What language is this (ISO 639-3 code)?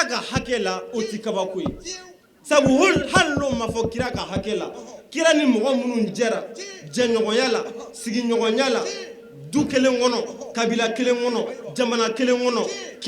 bam